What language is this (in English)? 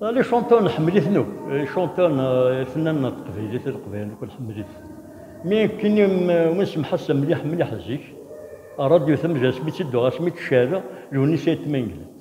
Kabyle